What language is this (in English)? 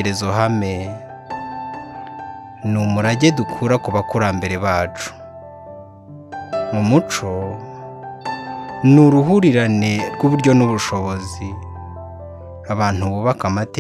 Kinyarwanda